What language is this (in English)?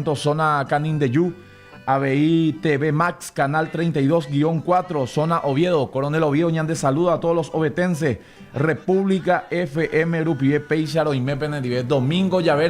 Guarani